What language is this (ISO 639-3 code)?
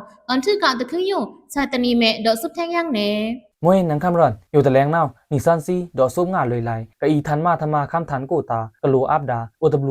blk